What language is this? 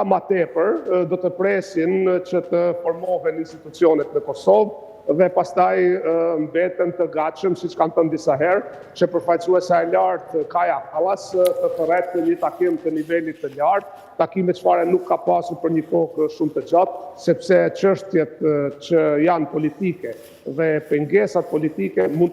Albanian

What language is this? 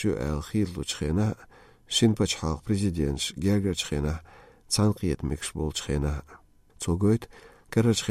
Chechen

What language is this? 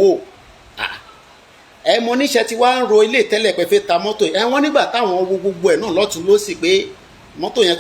Yoruba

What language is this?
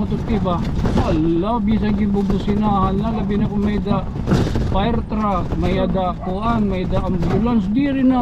Waray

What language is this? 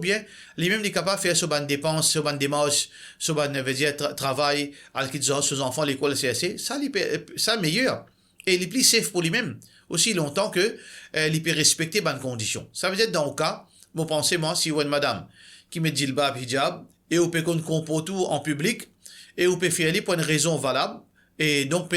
Morisyen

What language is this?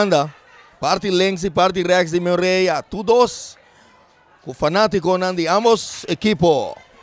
Papiamento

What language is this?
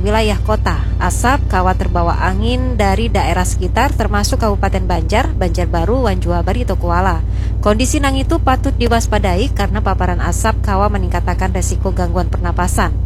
Banjar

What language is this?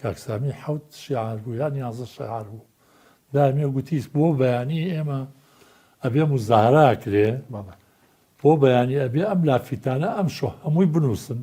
Central Kurdish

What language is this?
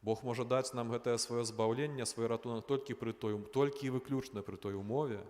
Belarusian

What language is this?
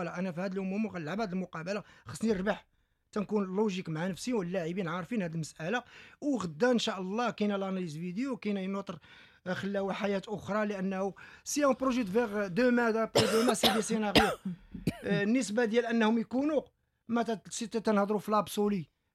Moroccan Arabic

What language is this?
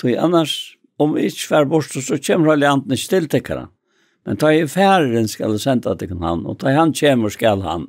Faroese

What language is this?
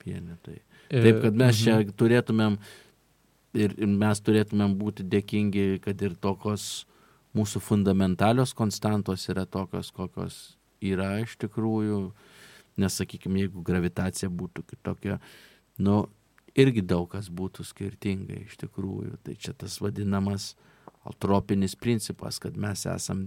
Lithuanian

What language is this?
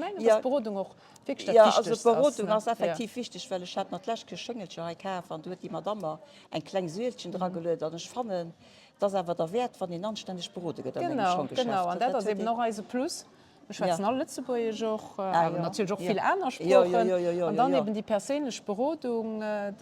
Luxembourgish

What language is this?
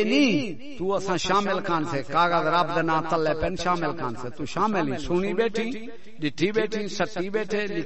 Saraiki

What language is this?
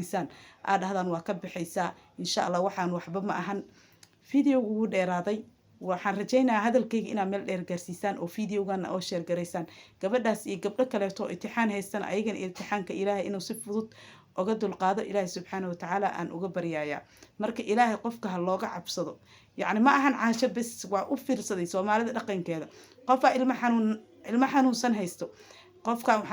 Somali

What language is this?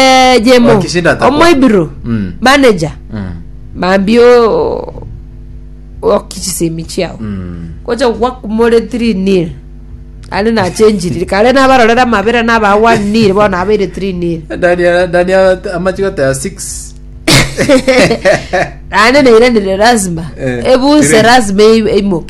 Gusii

